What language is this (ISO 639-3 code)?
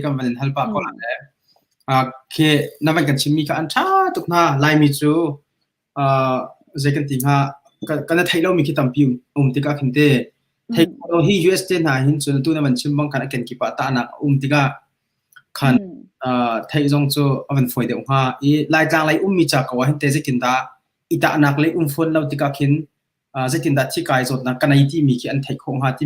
cnh